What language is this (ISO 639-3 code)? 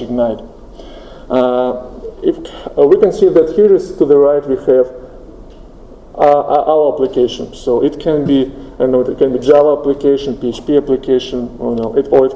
eng